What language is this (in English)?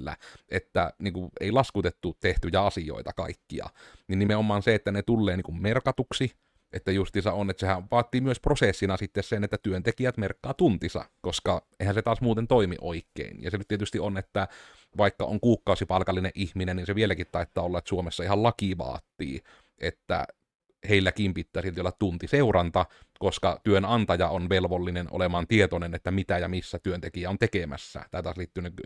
Finnish